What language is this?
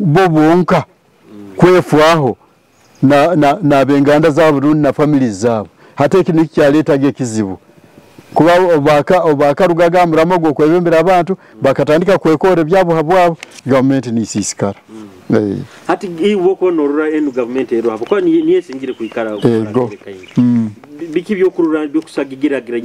Nyoro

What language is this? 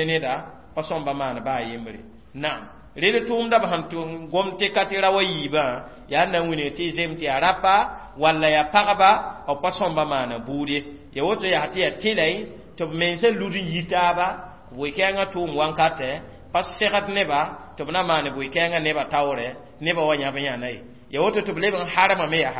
Mossi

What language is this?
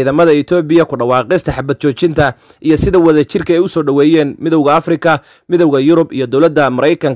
Somali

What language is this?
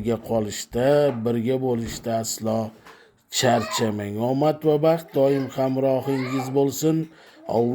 Uzbek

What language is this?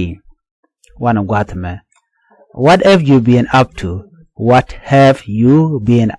Nuer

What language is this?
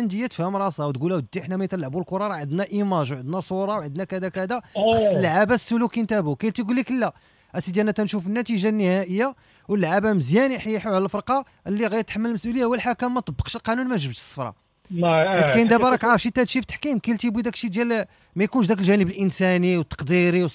Moroccan Arabic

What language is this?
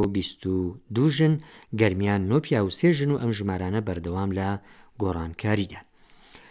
Central Kurdish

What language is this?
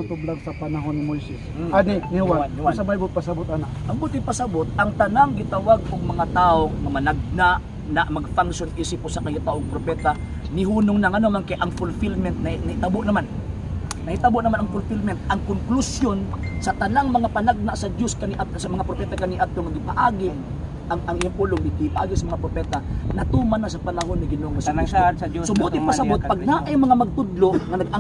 Cebuano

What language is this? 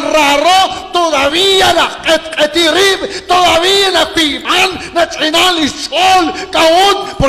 Kekchí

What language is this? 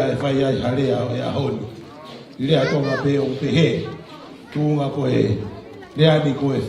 Tongan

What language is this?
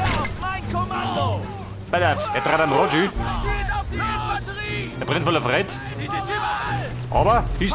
Bavarian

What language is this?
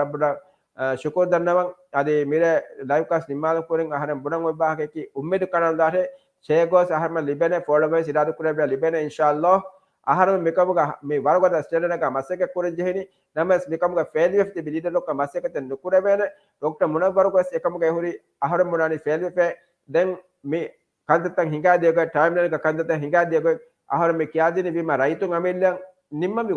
Divehi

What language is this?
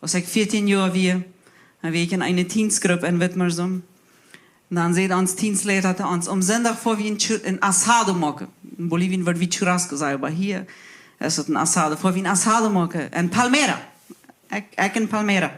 Plautdietsch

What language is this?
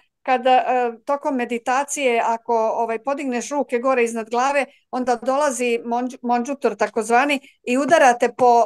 Serbian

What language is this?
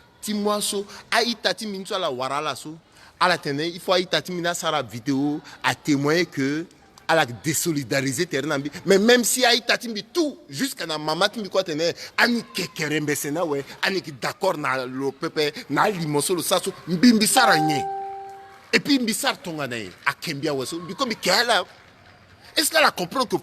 Sango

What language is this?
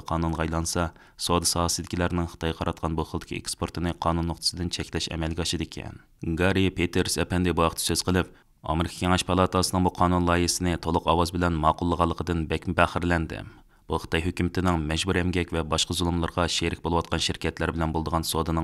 Uyghur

